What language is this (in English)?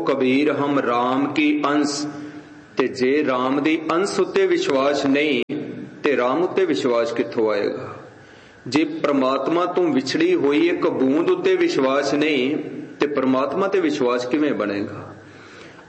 Punjabi